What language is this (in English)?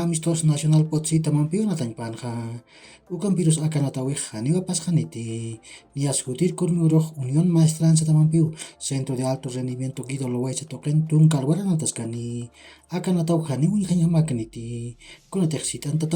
Aymara